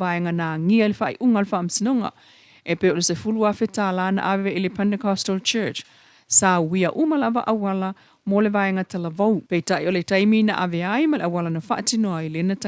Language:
Samoan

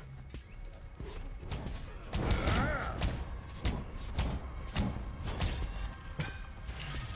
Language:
Russian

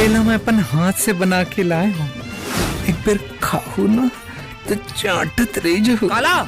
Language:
Chhattisgarhi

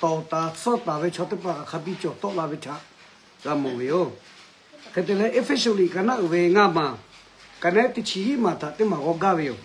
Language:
Lahu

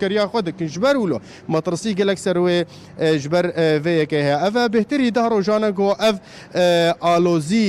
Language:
Kurdish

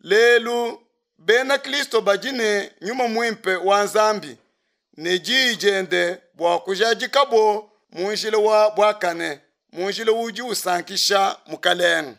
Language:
Luba-Lulua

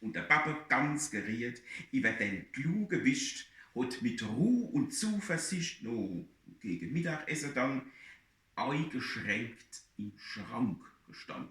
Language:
Palatine German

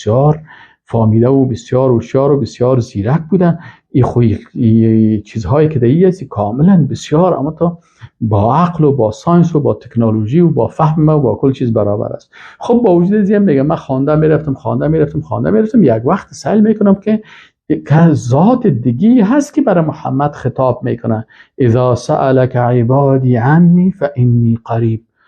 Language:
Persian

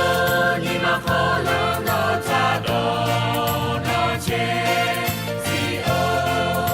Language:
Lahu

